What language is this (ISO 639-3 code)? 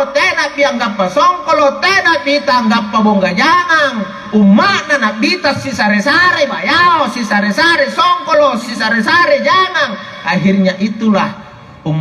mak